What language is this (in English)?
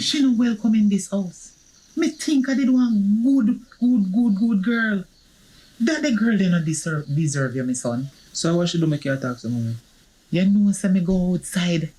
Jamaican Creole English